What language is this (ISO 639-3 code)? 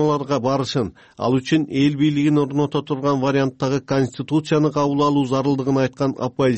kir